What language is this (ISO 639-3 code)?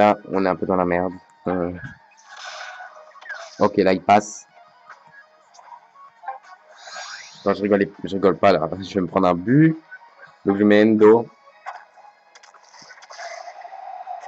fra